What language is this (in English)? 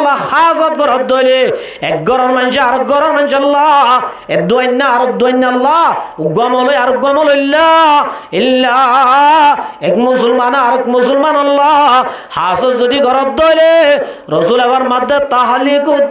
Rohingya